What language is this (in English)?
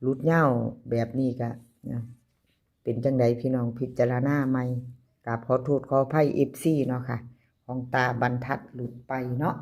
Northeastern Thai